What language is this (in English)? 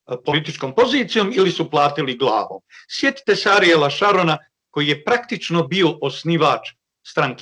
Bosnian